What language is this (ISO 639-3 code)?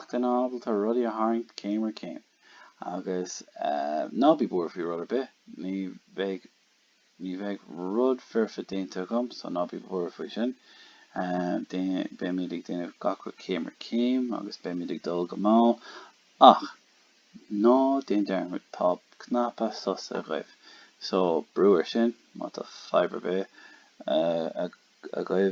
gle